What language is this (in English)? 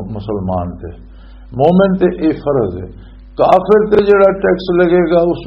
Western Panjabi